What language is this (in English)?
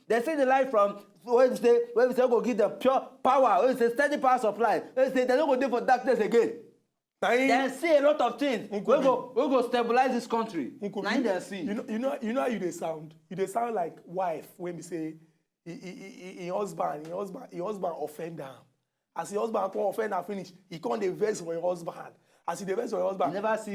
Nigerian Pidgin